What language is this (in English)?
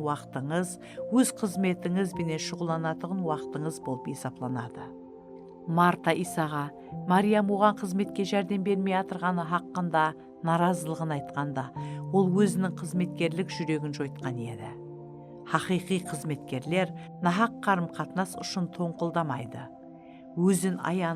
Kara-Kalpak